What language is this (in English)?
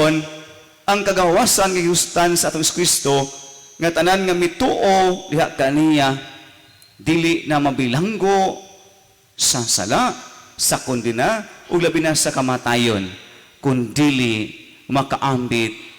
Cebuano